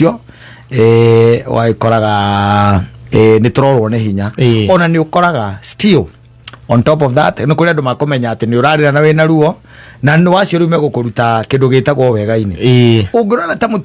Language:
Kikuyu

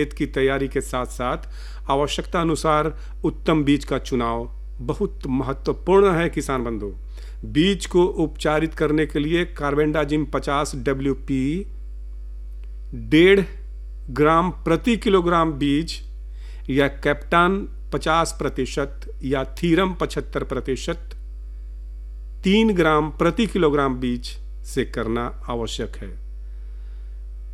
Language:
Hindi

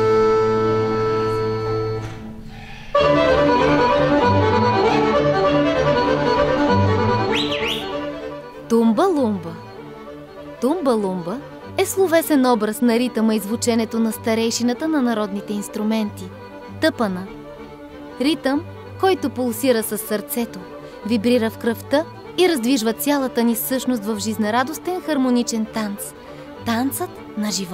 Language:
Bulgarian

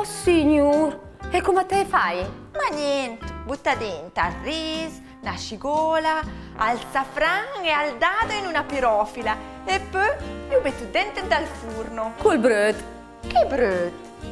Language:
Lombard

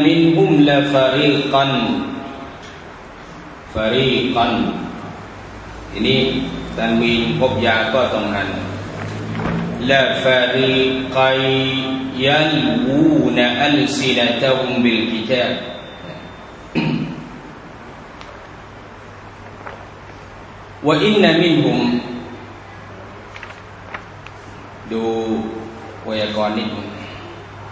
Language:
Thai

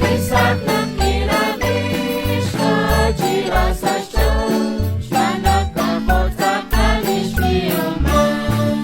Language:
Kekchí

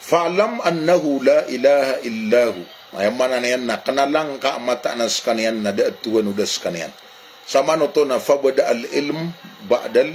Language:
Maranao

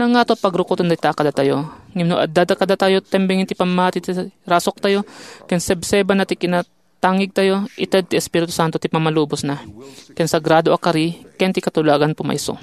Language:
Iloko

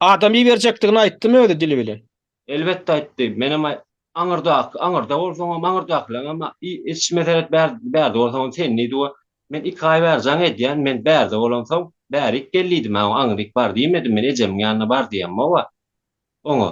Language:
Turkmen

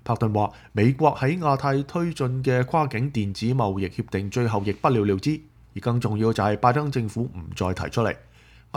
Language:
Cantonese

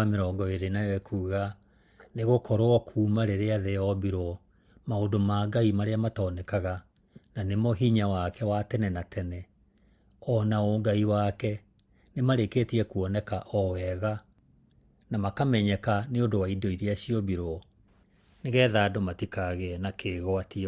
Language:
Kikuyu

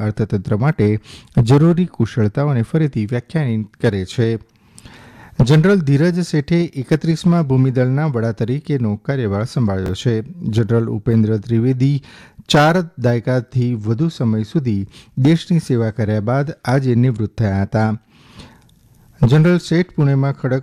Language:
Gujarati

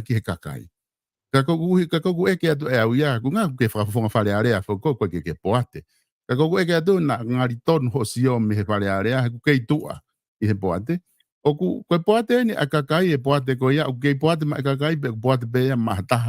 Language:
Tongan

